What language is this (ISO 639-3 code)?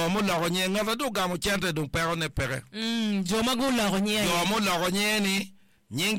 ach